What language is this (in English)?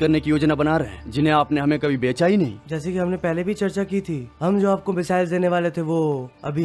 Hindi